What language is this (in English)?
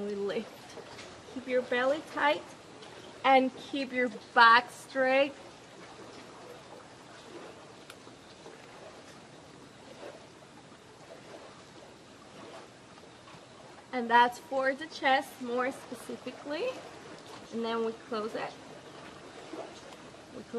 English